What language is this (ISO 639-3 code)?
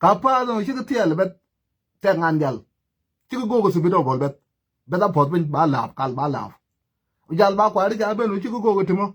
nus